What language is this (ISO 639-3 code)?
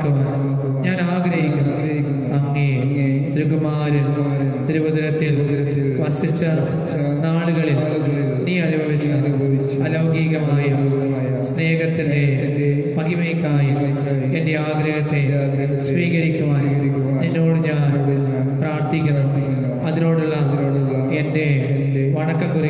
mal